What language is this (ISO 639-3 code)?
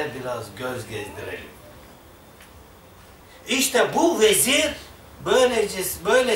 tur